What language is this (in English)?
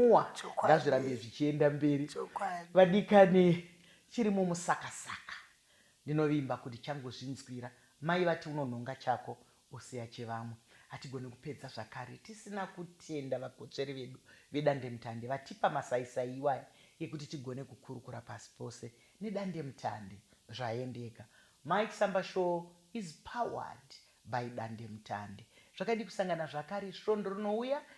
Shona